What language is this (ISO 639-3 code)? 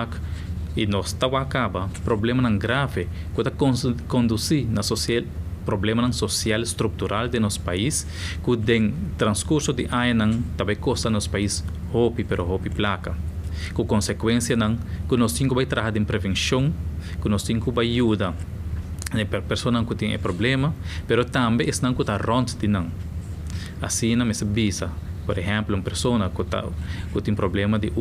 pap